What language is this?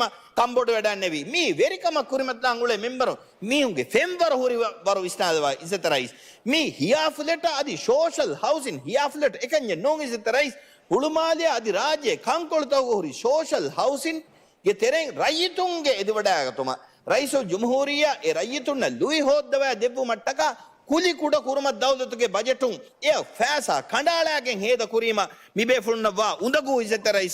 Divehi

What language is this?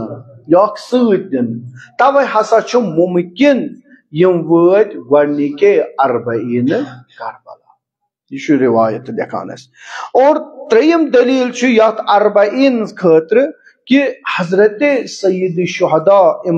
Kashmiri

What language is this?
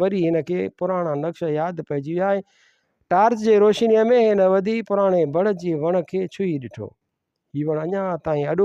Sindhi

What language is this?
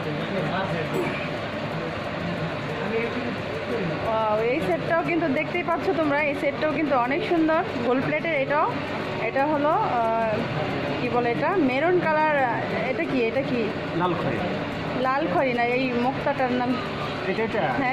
Bangla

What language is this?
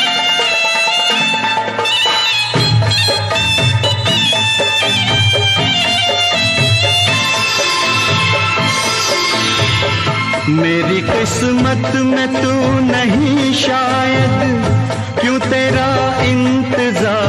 Hindi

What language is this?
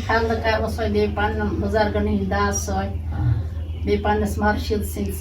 Kashmiri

